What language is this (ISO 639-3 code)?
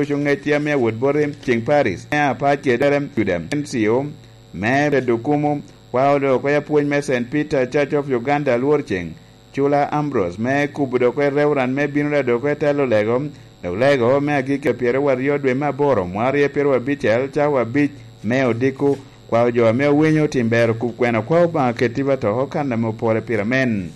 laj